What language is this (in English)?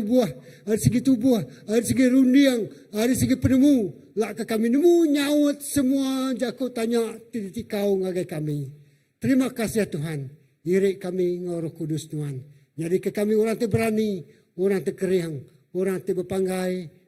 Iban